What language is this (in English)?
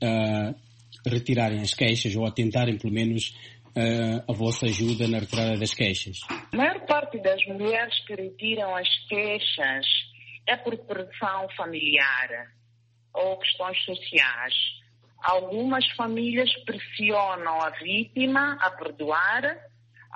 Portuguese